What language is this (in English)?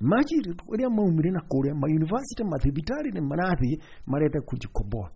Kikuyu